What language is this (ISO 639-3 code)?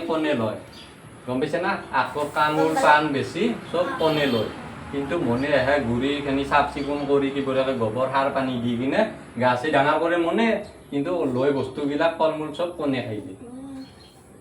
asm